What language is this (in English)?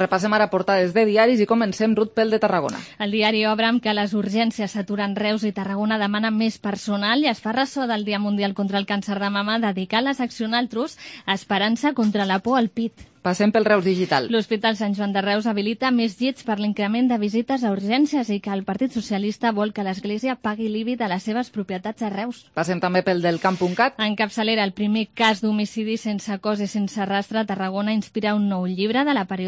Catalan